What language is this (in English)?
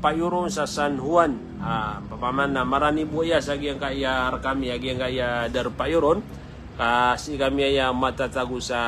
Maranao